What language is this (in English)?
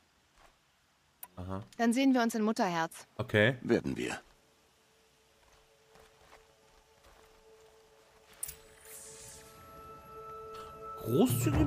German